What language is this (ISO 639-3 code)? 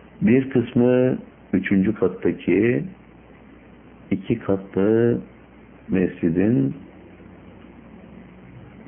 tur